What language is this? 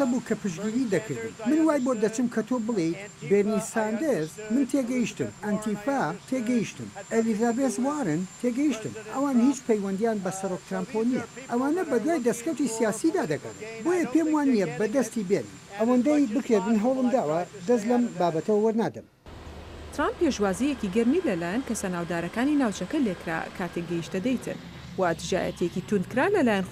Central Kurdish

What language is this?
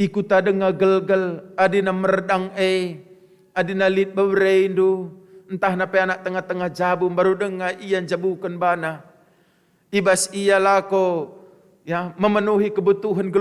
Batak Karo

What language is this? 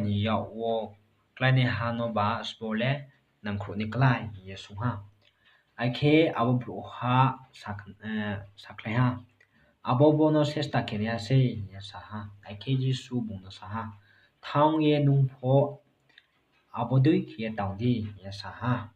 Riang (India)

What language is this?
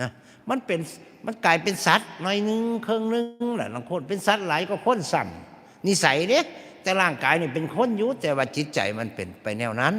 Northeastern Thai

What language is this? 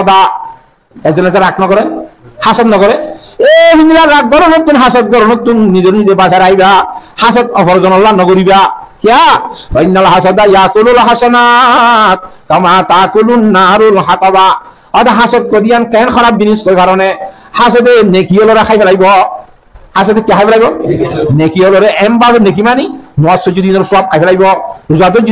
Rohingya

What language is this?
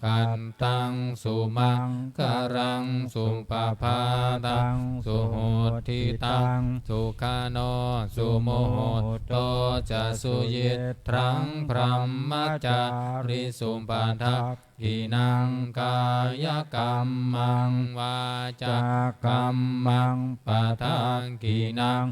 Pali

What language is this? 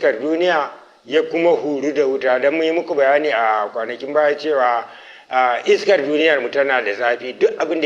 Hausa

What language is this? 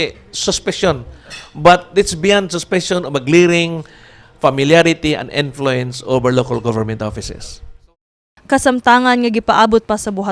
Cebuano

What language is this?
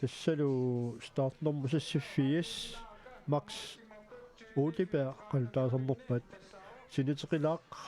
Kalaallisut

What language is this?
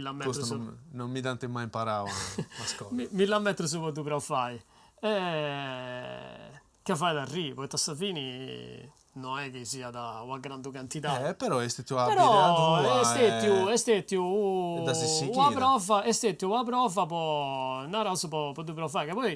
Sardinian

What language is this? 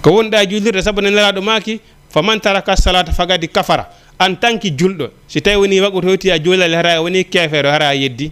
Fula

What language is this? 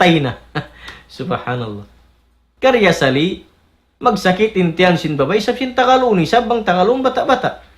Tausug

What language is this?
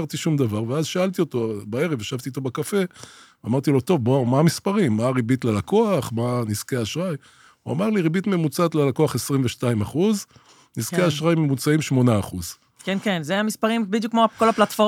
Hebrew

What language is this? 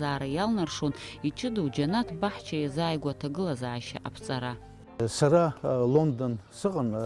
Abkhazian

